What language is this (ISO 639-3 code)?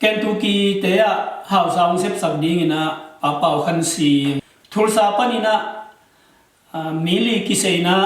ctd